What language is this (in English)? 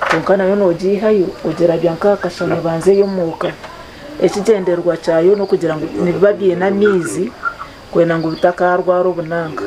Nyankole